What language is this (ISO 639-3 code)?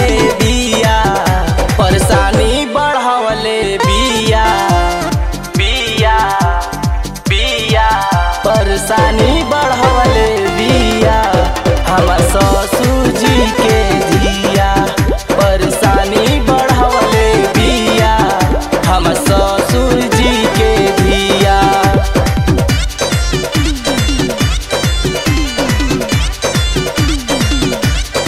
bho